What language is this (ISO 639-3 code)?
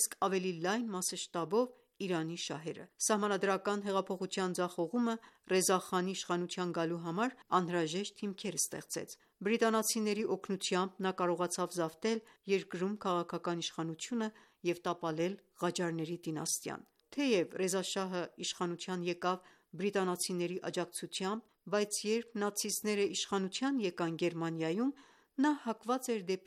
hye